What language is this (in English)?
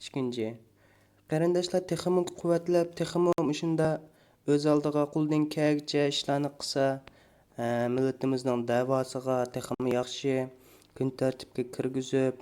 Uyghur